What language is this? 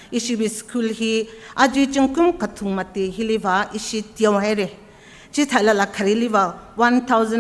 Tangkhul Naga (India)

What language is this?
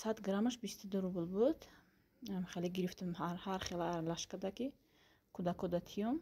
Tajik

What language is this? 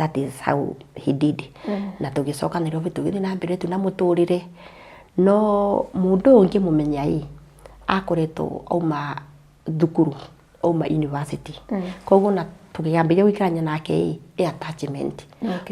Kikuyu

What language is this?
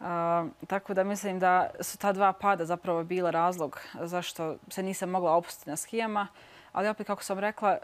Bosnian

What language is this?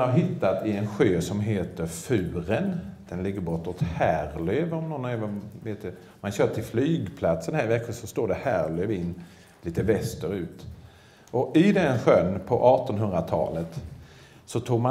Swedish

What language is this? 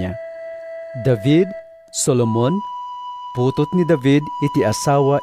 Iloko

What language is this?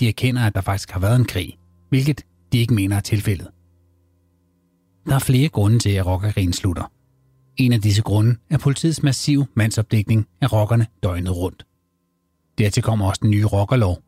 Danish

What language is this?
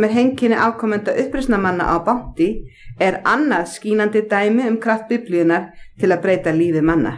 Icelandic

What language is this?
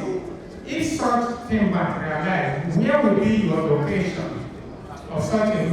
Nigerian Pidgin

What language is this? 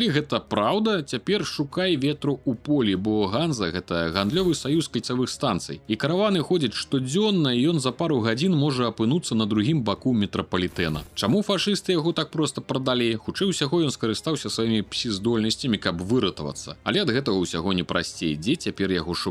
Belarusian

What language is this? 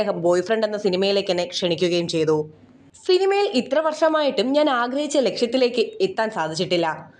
Malayalam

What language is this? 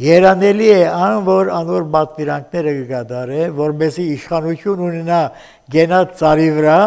Armenian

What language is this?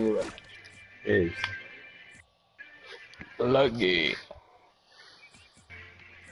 Afrikaans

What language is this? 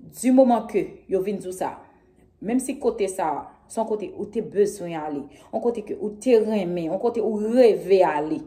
Haitian Creole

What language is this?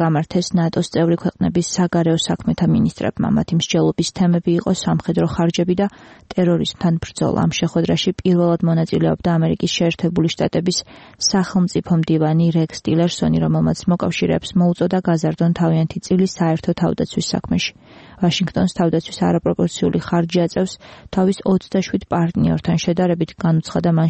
Georgian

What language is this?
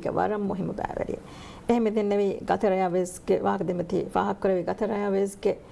Divehi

